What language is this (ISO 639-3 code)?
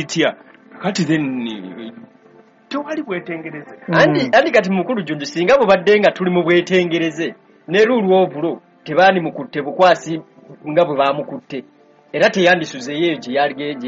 lug